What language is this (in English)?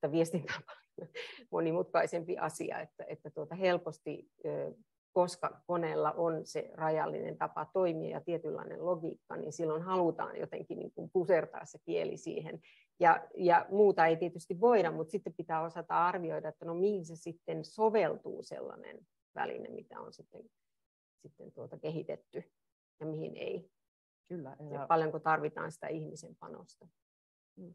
Finnish